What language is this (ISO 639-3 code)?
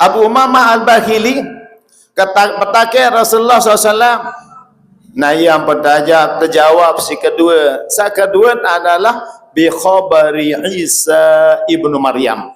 sas